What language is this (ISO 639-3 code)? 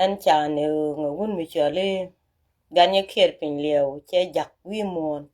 nus